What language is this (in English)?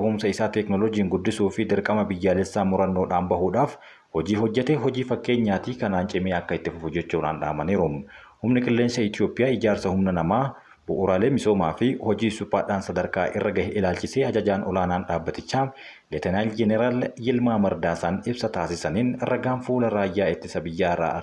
Oromo